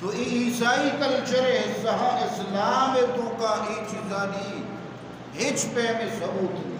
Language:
Eastern Balochi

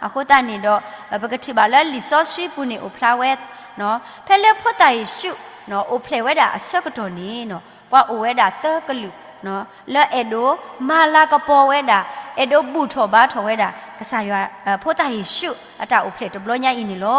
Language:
S'gaw Karen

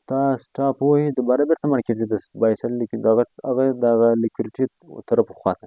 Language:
Pashto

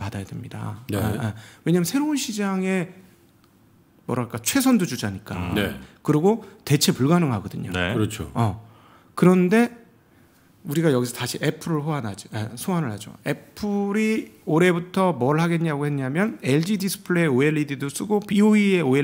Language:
Korean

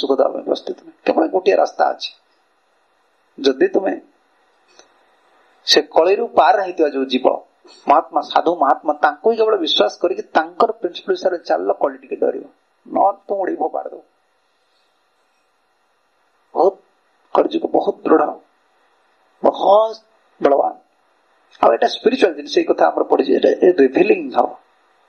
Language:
Odia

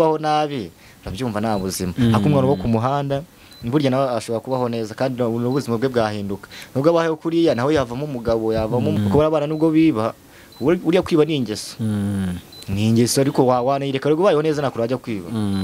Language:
Kinyarwanda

